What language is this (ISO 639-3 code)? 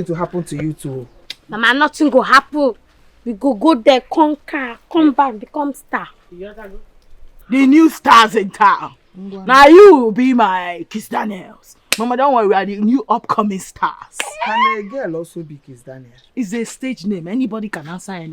pcm